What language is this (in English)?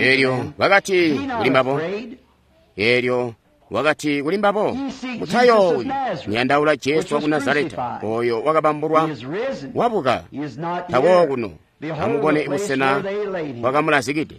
Tonga (Zambia)